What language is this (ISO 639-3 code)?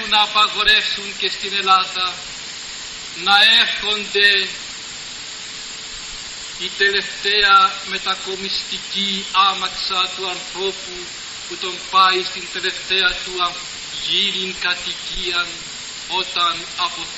ell